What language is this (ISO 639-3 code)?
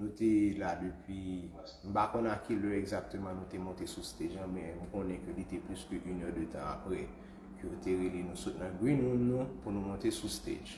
hat